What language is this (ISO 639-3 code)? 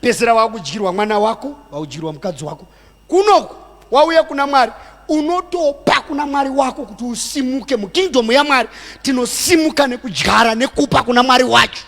sna